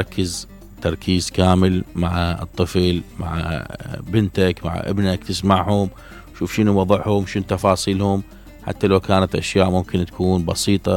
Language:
Mesopotamian Arabic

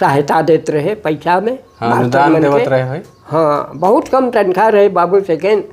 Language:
Sadri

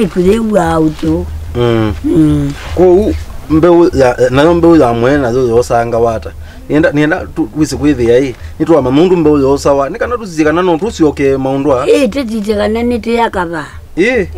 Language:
Kamba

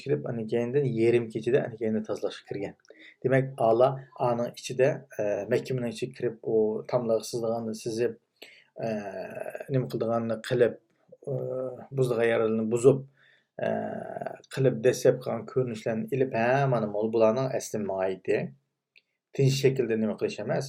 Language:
Uyghur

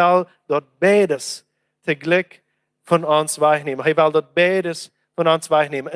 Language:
Plautdietsch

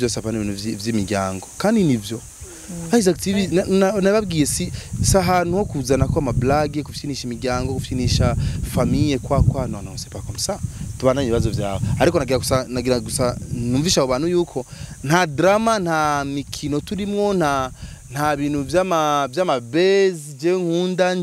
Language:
Rundi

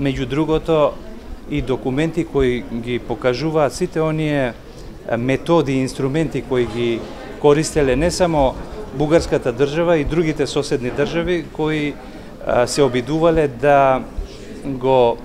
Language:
Macedonian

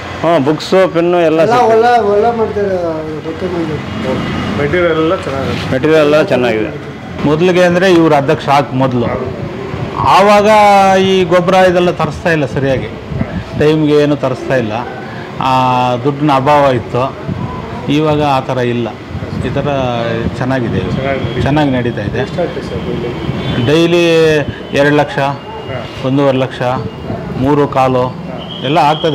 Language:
Kannada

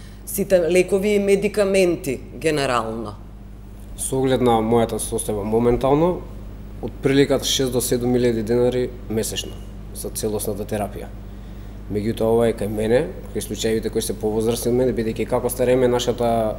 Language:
Macedonian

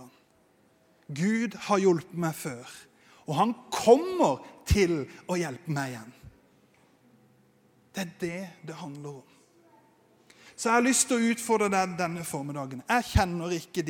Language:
Norwegian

